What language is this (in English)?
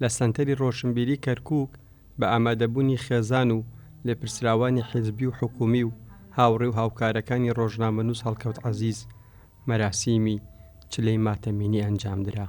Central Kurdish